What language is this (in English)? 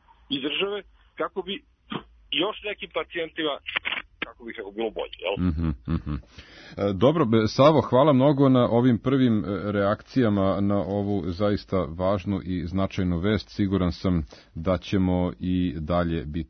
Serbian